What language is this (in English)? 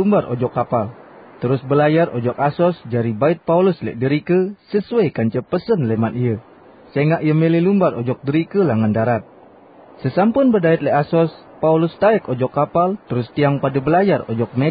Sasak